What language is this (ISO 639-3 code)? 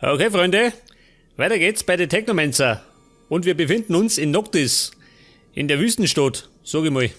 bar